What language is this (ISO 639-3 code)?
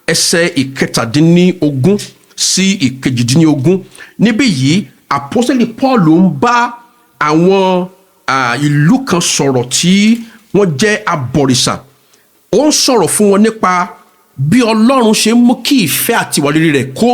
yor